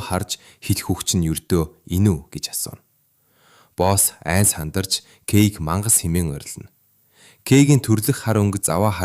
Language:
Mongolian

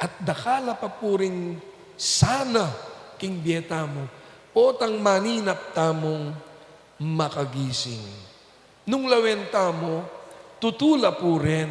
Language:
Pampanga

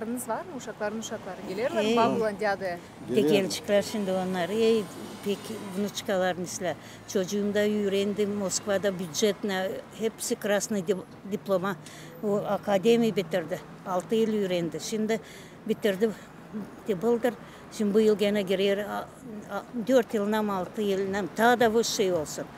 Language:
Gagauz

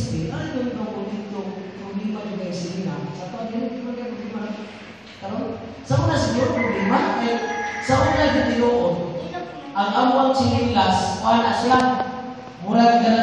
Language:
Cebuano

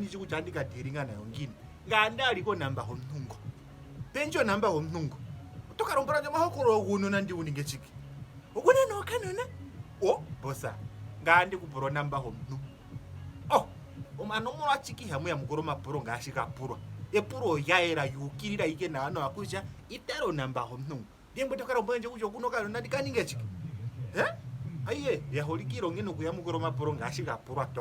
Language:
Ndonga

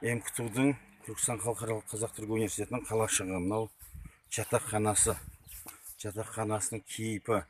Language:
Kazakh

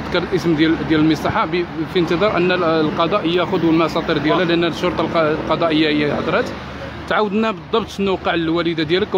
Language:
Moroccan Arabic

